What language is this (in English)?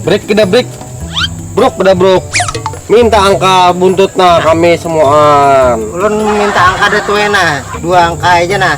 Banjar